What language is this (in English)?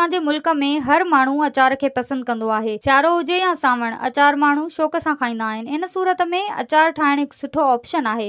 Sindhi